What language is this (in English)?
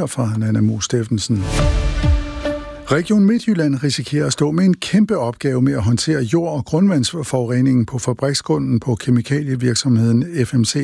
Danish